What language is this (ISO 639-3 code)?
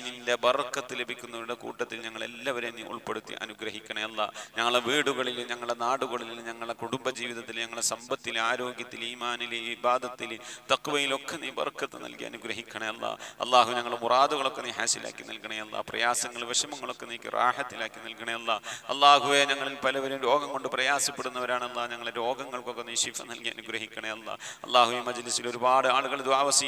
mal